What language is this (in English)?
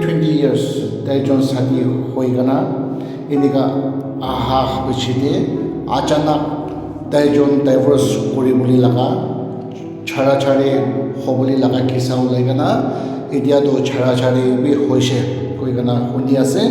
Naga Pidgin